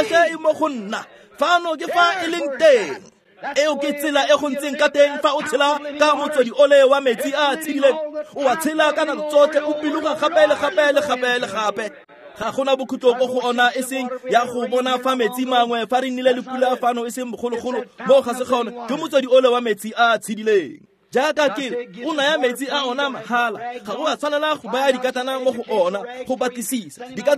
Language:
Tswana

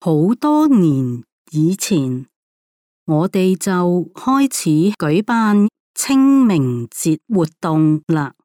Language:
Cantonese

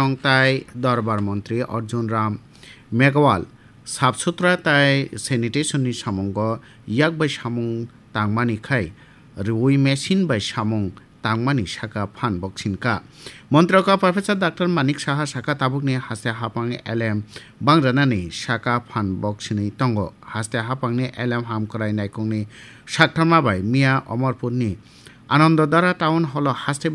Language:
Kok Borok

